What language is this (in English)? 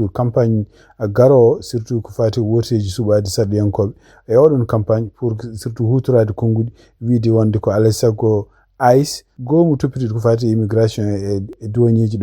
Fula